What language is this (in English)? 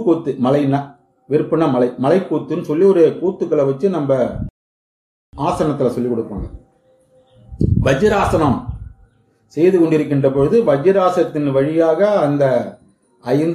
Tamil